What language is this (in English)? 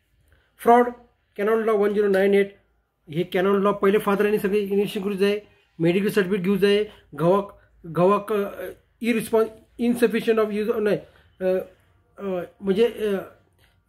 Konkani